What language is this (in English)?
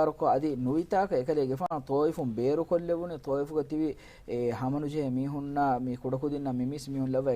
Divehi